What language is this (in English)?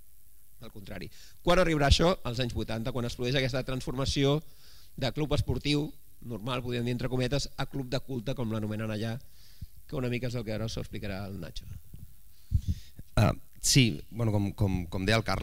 Catalan